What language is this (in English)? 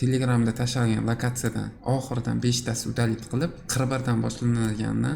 Uzbek